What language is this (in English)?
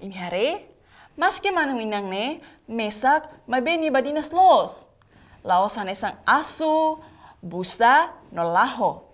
Tetum